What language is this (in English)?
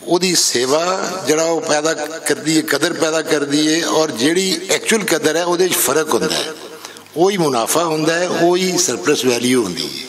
Western Panjabi